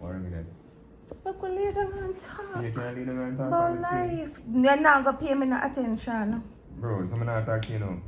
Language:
Jamaican Creole English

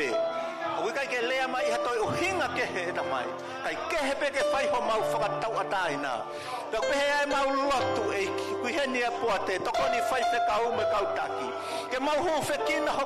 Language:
Tongan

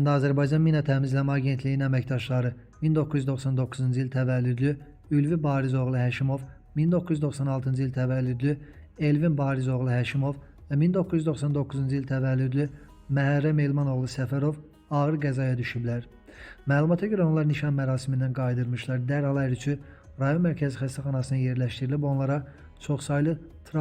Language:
Azerbaijani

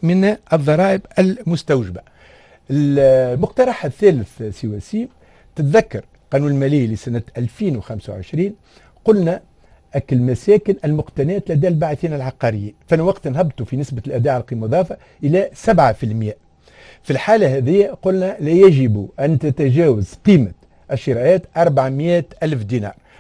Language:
Tunisian Arabic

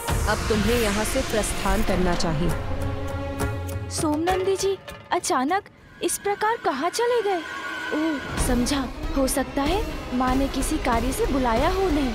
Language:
Hindi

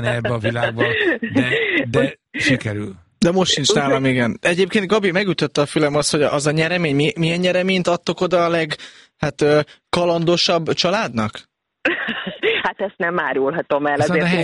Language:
Hungarian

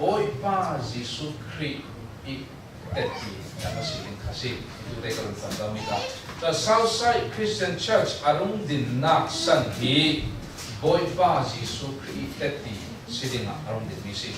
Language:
Falam Chin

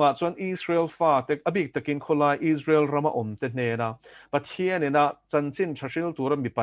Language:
Mizo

